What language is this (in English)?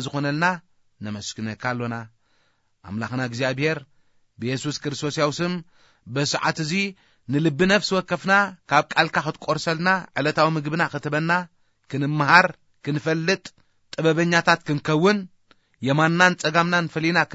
Tigrinya